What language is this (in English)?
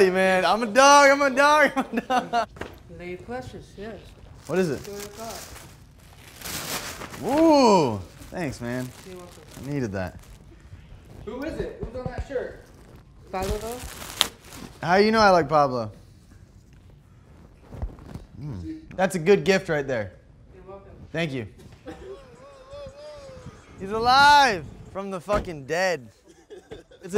English